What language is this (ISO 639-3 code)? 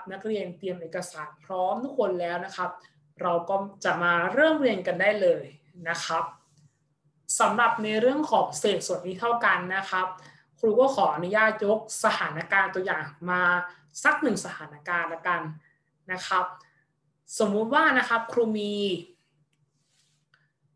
tha